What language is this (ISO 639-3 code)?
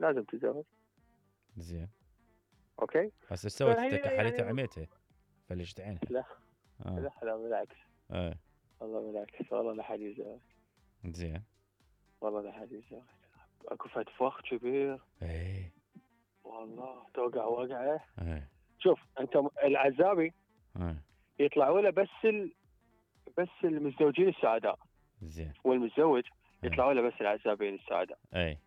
acm